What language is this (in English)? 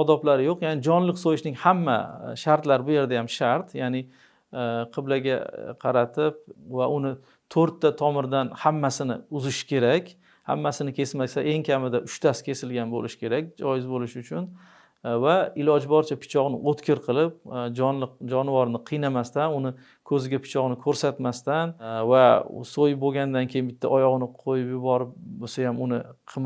Uzbek